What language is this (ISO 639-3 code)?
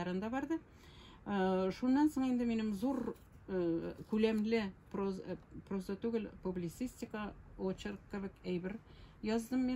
tat